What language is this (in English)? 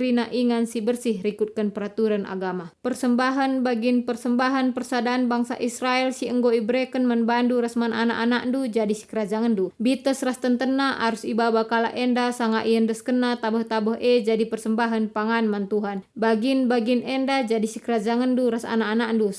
Batak Karo